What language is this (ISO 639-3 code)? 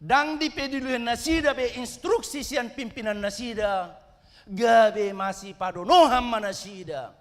bbc